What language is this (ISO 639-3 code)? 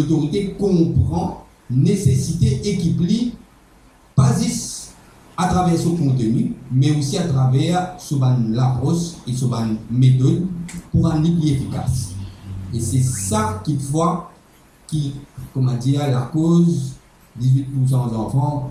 mfe